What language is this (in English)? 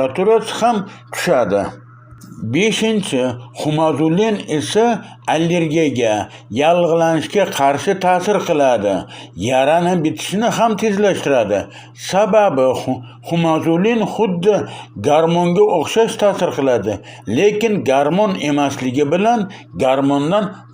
Uzbek